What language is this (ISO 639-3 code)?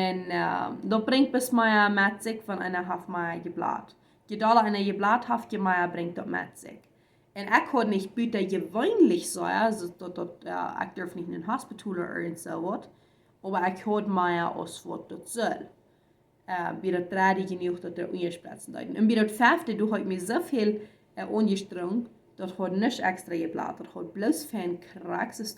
pdt